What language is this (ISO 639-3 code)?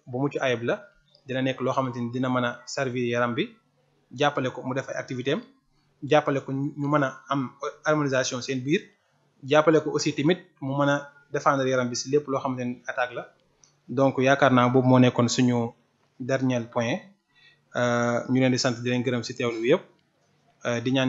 wol